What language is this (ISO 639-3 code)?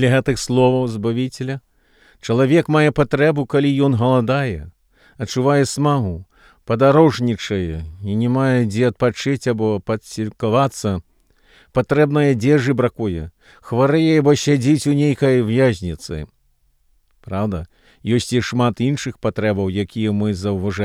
bel